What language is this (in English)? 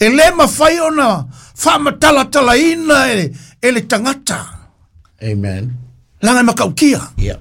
Samoan